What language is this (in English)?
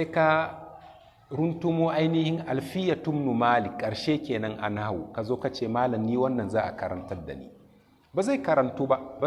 Hausa